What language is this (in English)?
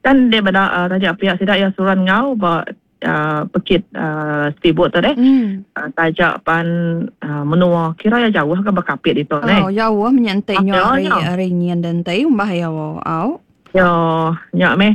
Iban